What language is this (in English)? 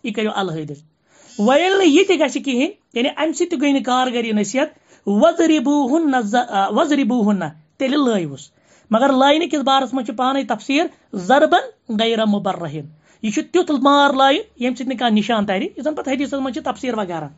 Kashmiri